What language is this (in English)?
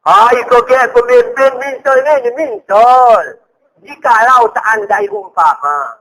Gayo